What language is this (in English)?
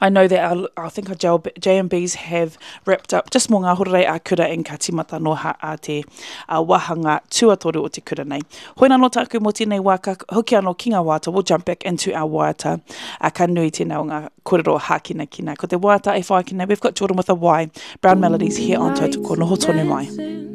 Māori